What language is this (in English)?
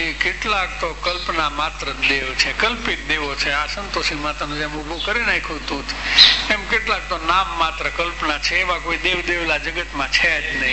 Gujarati